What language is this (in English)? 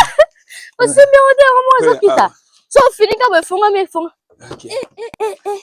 Lingala